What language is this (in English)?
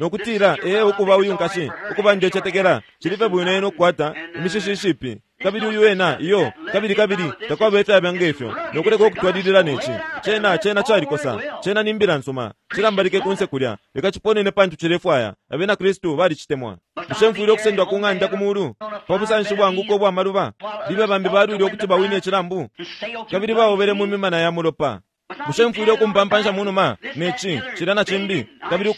Bemba